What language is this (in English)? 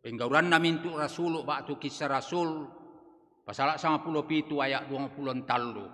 Toraja-Sa'dan